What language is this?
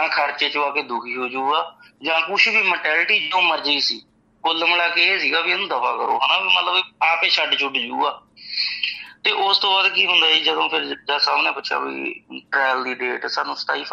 Punjabi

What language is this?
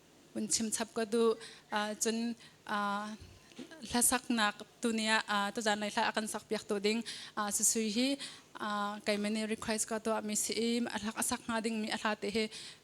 Hakha Chin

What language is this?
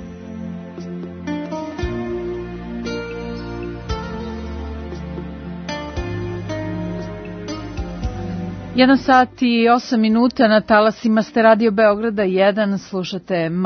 Serbian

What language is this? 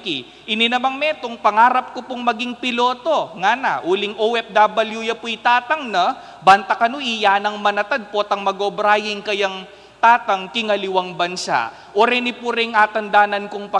Pampanga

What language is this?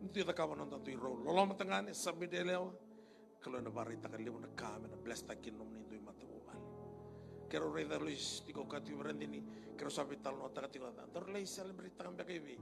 Fijian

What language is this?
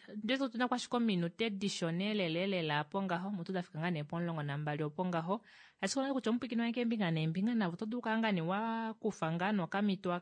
Kuanyama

